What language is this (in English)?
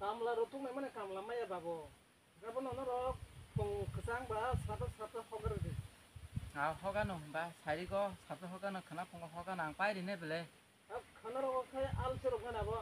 Kok Borok